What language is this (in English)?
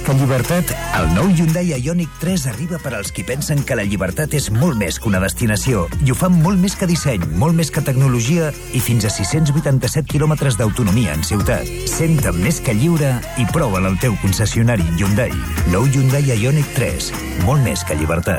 Catalan